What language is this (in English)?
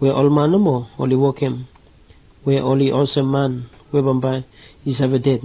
Bislama